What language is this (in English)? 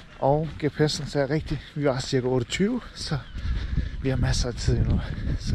Danish